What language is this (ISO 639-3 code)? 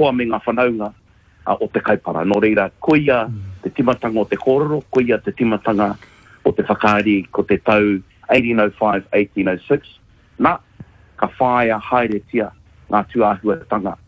mri